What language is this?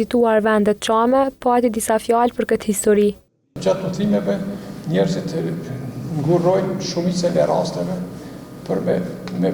Albanian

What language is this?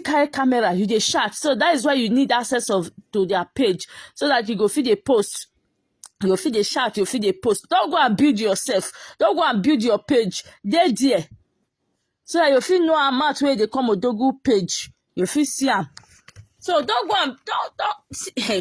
Nigerian Pidgin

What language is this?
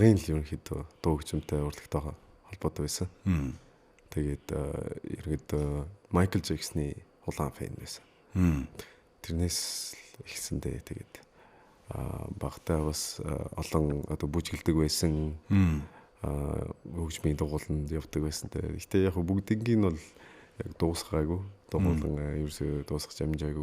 Mongolian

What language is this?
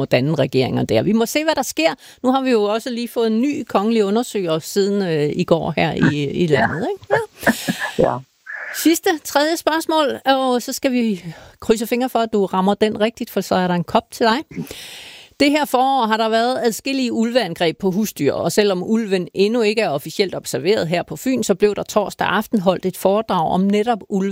Danish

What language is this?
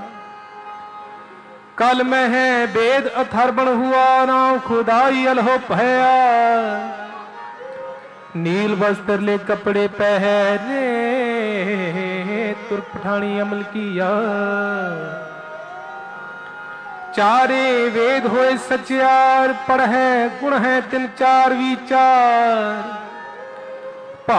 Punjabi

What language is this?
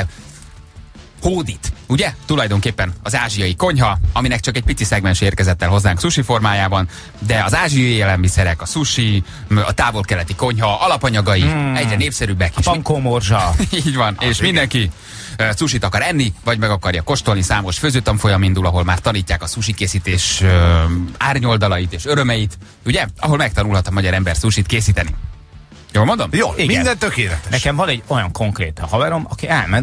Hungarian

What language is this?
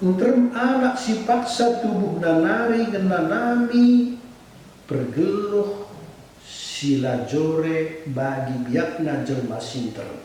Batak Karo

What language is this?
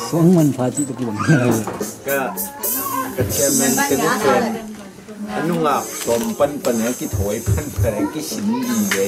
Tedim Chin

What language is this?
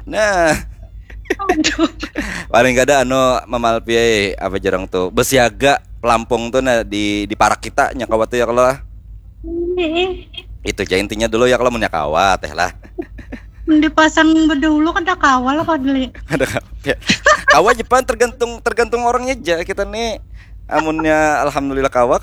Banjar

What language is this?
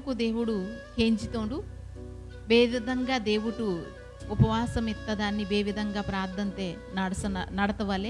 Koya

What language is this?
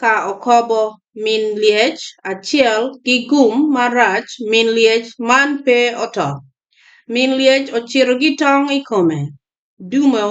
Acoli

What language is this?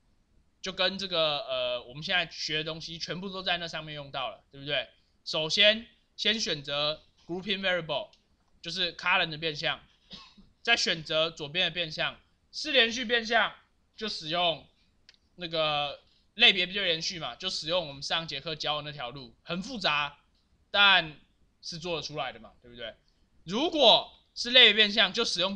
Chinese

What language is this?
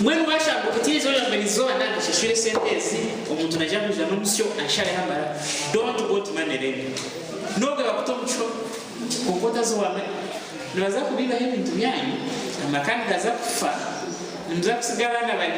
Nyankole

